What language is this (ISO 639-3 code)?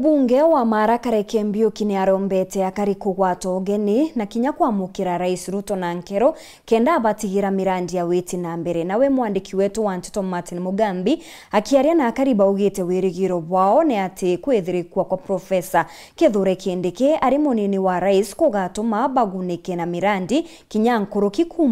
mer